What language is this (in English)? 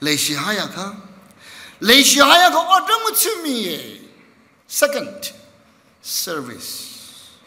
Tangkhul Naga (India)